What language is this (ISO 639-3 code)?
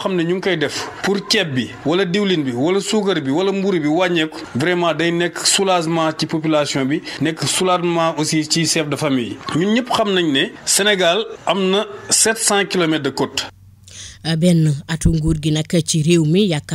wol